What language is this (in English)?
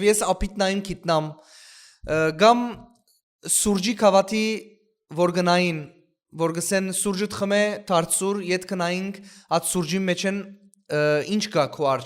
Western Armenian